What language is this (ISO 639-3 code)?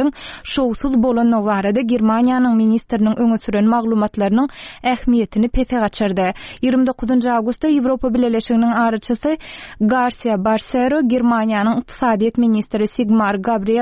tuk